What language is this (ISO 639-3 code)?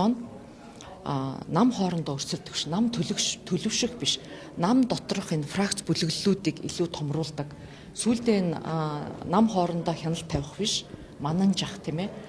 mon